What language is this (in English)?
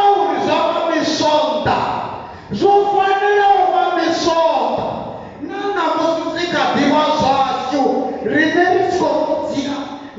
Venda